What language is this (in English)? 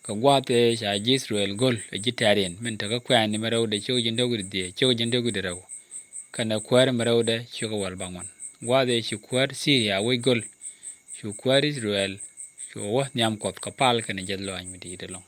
Nuer